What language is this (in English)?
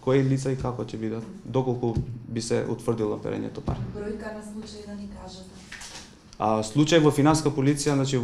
Macedonian